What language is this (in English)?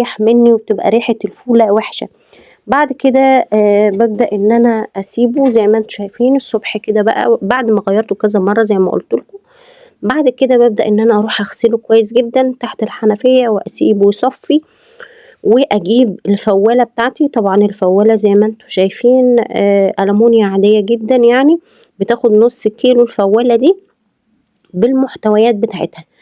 Egyptian Arabic